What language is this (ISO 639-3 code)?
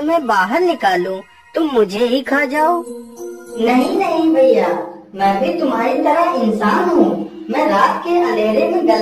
hin